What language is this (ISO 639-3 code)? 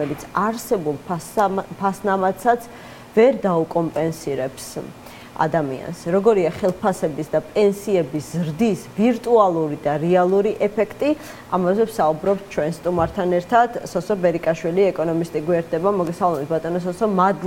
kat